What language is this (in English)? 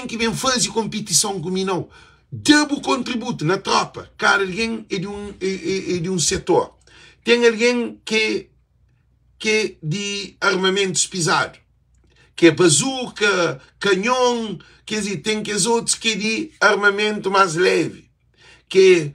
Kabuverdianu